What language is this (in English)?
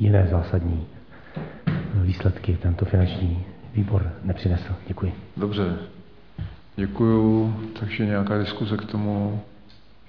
Czech